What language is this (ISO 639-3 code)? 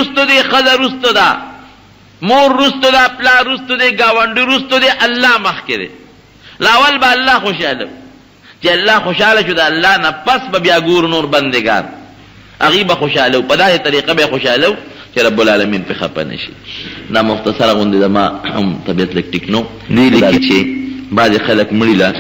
pus